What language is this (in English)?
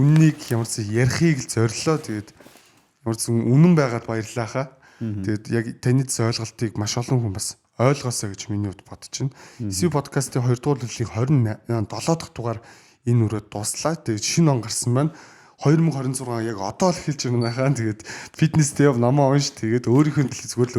Mongolian